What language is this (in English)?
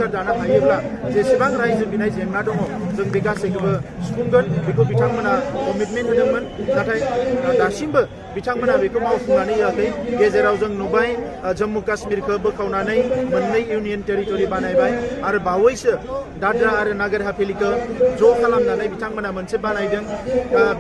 Bodo